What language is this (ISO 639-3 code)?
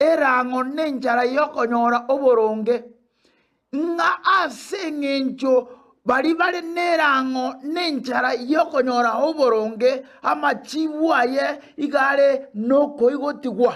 guz